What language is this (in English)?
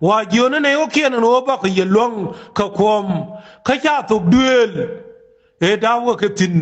Nuer